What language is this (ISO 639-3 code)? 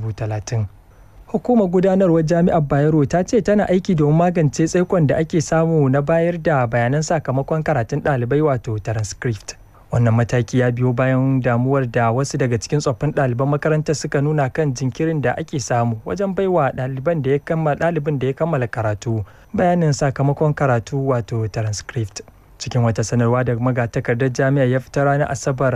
hau